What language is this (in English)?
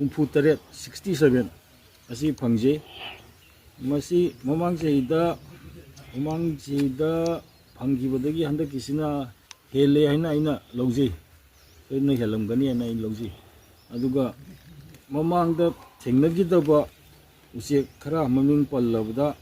Manipuri